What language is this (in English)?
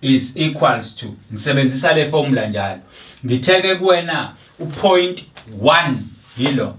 Zulu